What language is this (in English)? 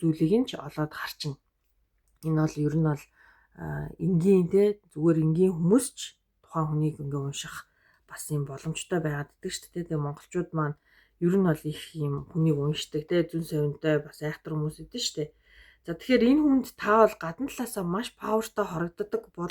Mongolian